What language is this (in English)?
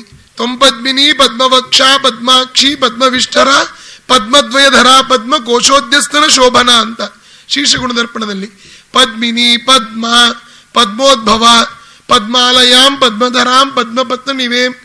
Kannada